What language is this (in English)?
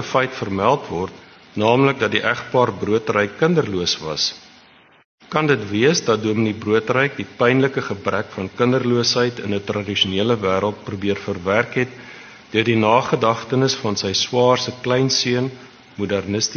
Afrikaans